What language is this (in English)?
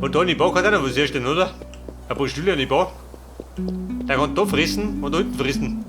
Bavarian